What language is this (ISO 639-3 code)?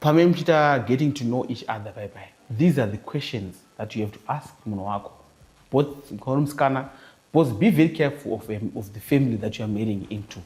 sna